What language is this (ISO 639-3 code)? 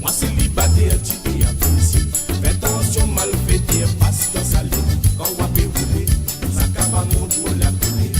mfe